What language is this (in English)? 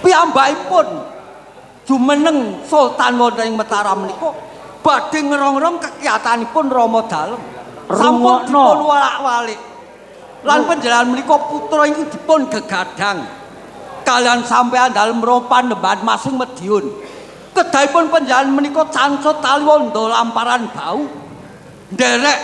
Javanese